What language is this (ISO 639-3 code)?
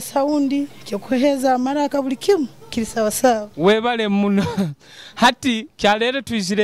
nyo